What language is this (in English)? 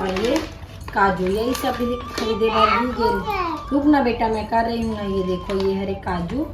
Chhattisgarhi